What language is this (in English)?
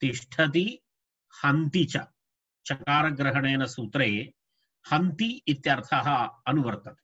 Sanskrit